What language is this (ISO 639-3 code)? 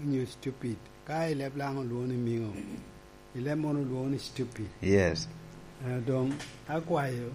laj